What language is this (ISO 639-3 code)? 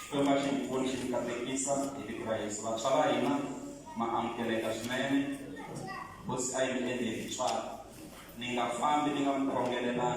tso